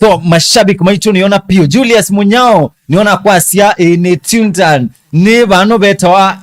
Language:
Kamba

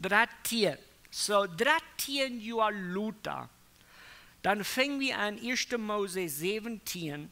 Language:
Plautdietsch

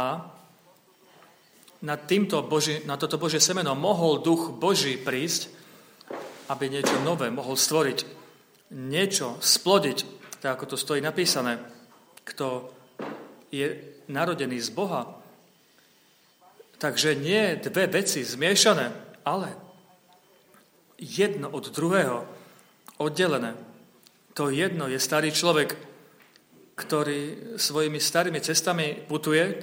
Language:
Slovak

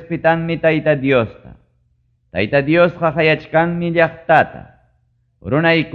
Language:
Ayacucho Quechua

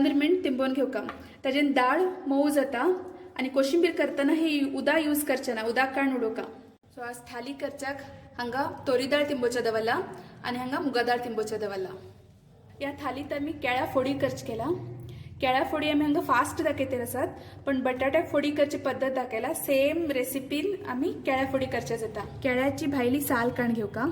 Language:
Konkani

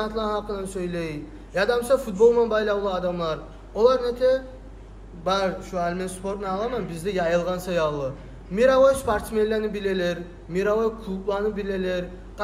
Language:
Kumyk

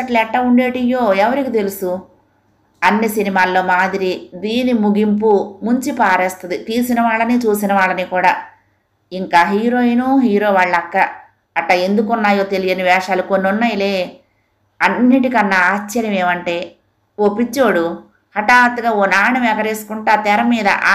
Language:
Telugu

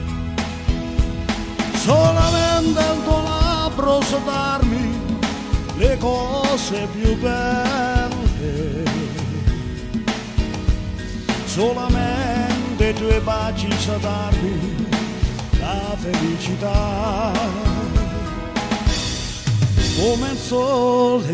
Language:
Italian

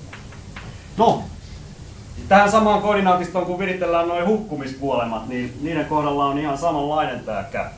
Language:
Finnish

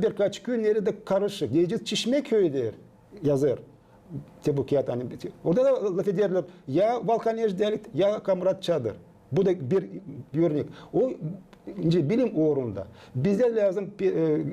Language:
Gagauz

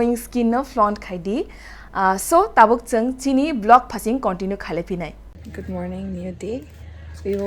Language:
Kok Borok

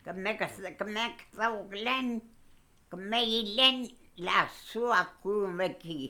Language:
Mapuche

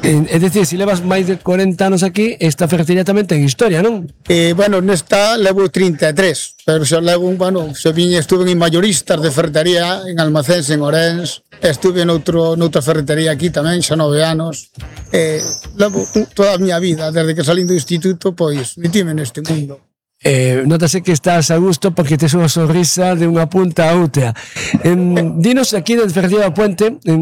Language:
Galician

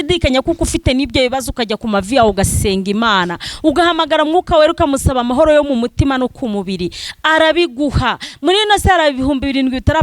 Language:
Kinyarwanda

